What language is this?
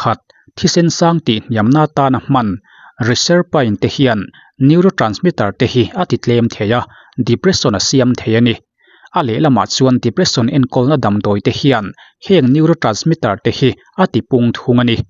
Mizo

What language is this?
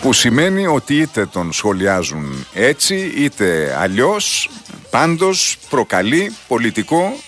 Greek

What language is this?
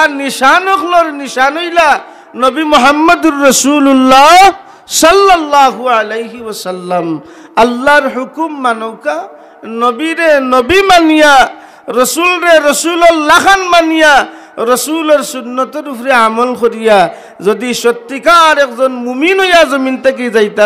Sylheti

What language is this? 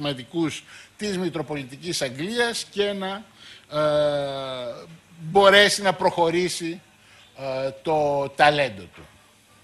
Greek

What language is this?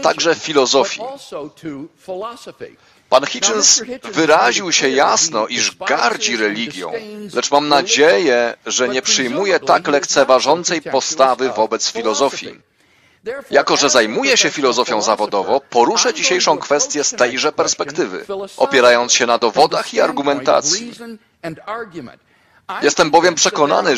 Polish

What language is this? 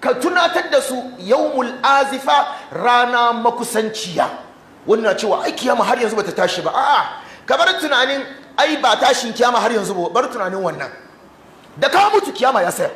Hausa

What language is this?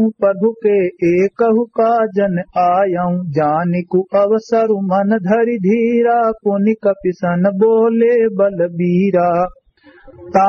Awadhi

